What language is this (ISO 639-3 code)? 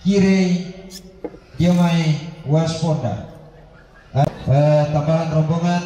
sda